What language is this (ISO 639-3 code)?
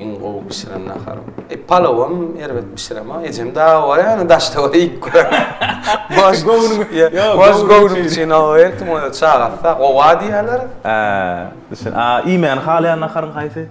tuk